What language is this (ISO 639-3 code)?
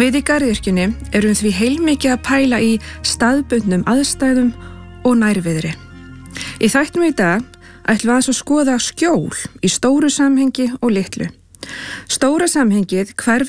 isl